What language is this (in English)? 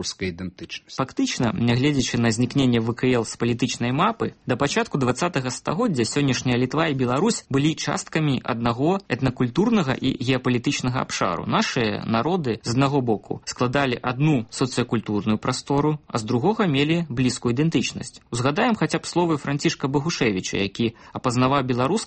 Belarusian